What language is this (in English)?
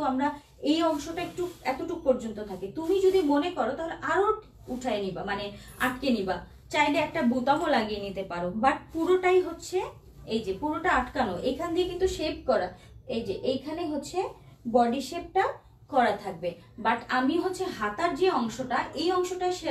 Bangla